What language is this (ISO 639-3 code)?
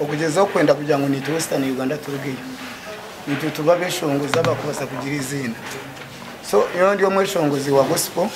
nyn